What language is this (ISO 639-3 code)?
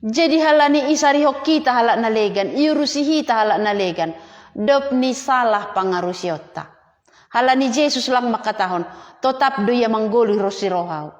bts